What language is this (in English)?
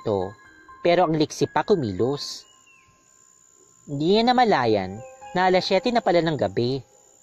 Filipino